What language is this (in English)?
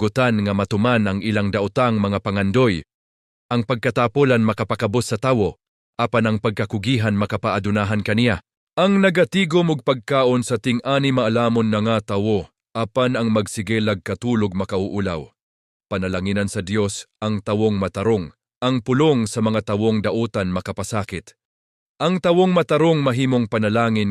Cebuano